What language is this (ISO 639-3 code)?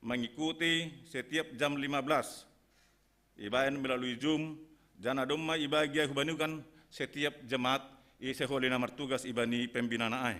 bts